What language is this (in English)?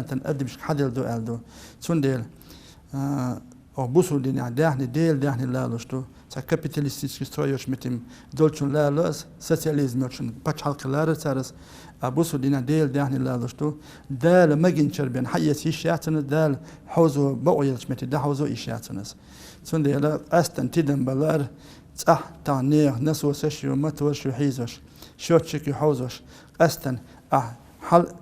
Chechen